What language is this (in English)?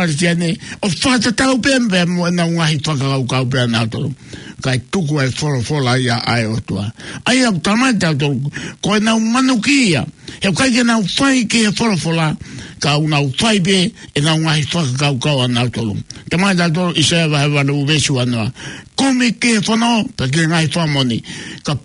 Tongan